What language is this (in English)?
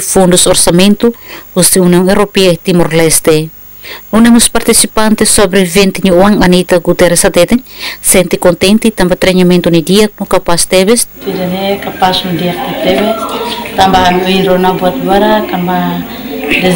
Tetum